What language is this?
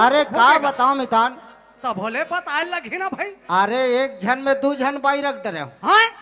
Chhattisgarhi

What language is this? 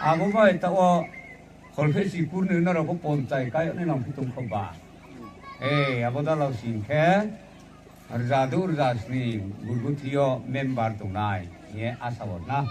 Riang (India)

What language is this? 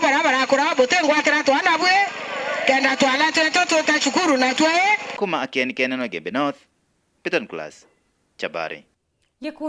Meru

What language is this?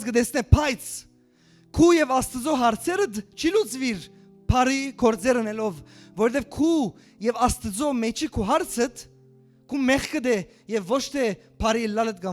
Western Armenian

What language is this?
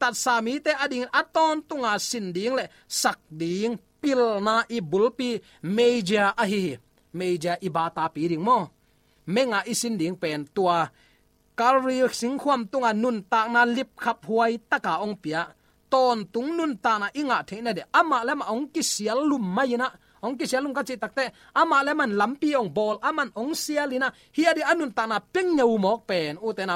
Tedim Chin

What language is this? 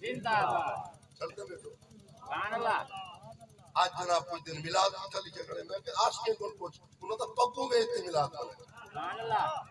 Saraiki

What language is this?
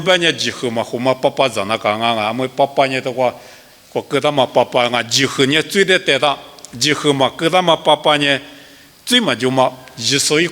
Lisu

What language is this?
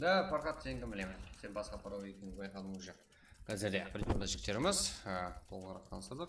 Kara-Kalpak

